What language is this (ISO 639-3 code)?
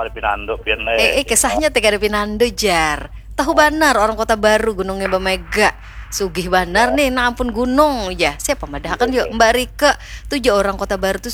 bjn